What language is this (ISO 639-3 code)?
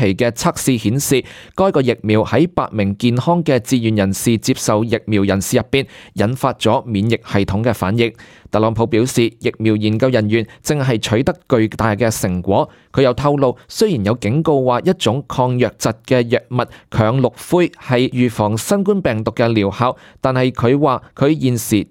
yue